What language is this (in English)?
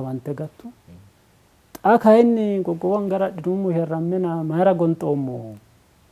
Sidamo